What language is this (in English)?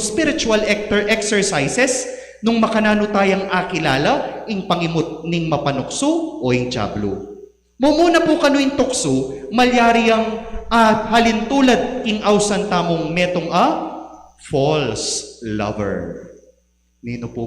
Pampanga